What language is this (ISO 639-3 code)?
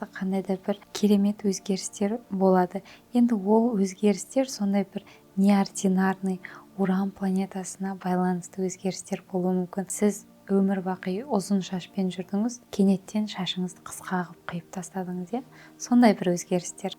kaz